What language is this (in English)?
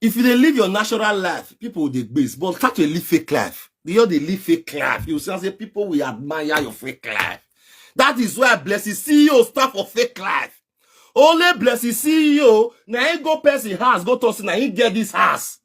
Nigerian Pidgin